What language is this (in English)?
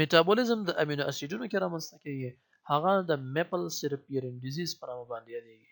Pashto